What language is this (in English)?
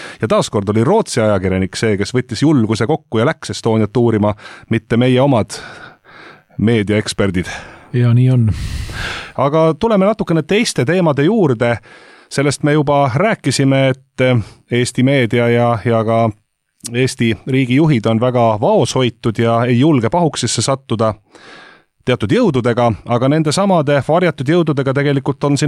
Estonian